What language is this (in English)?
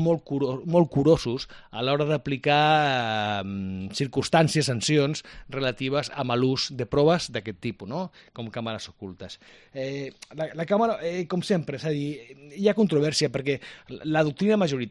Catalan